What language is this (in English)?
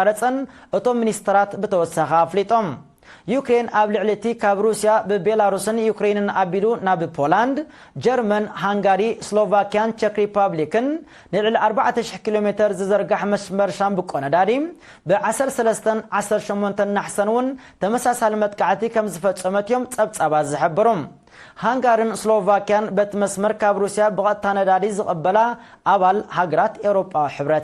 Tigrinya